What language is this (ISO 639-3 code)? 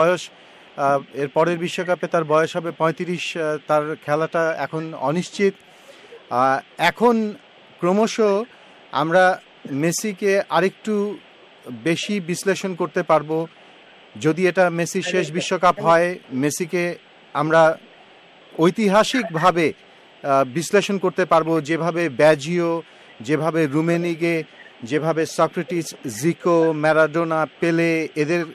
ben